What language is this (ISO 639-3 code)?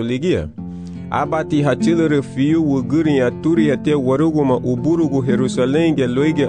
cab